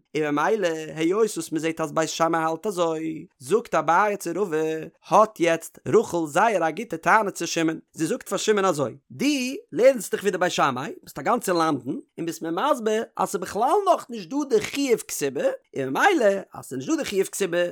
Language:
Yiddish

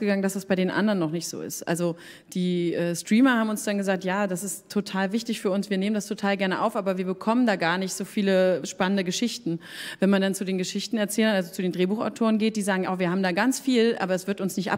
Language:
German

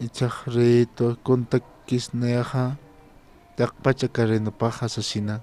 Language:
Aymara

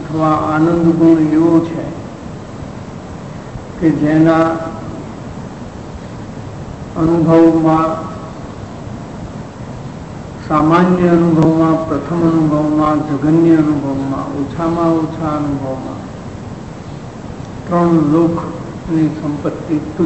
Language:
Gujarati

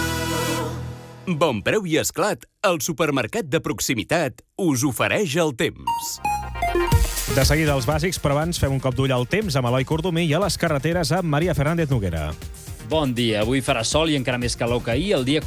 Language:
Catalan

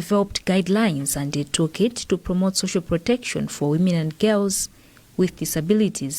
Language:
English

